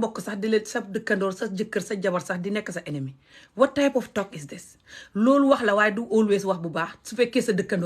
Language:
Wolof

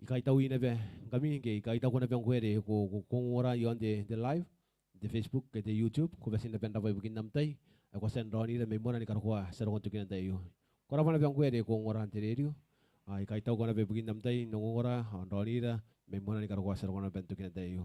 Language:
Gilbertese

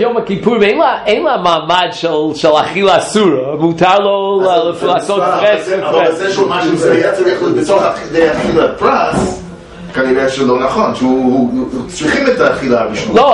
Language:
Hebrew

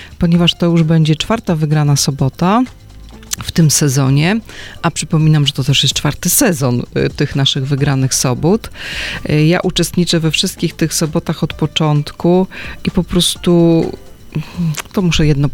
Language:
Polish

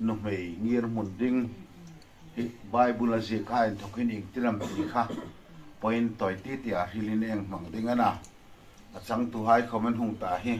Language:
Hmar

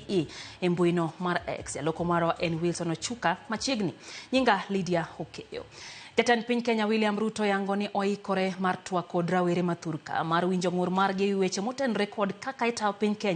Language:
Luo (Kenya and Tanzania)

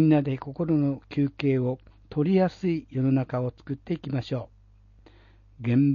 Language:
Japanese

